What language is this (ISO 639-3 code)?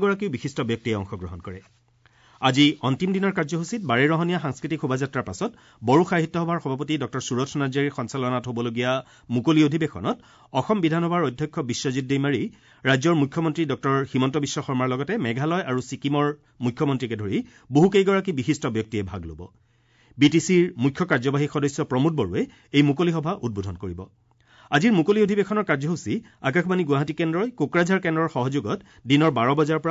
asm